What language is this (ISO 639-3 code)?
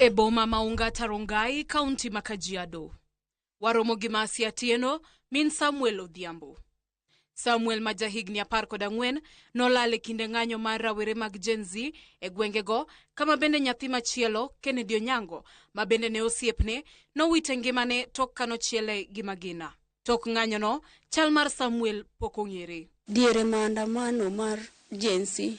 luo